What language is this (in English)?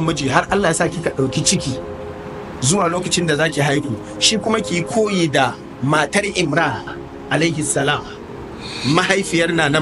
Hausa